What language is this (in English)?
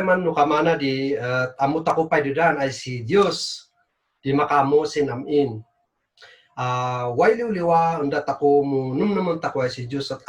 Kankanaey